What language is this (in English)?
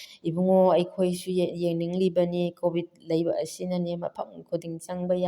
Manipuri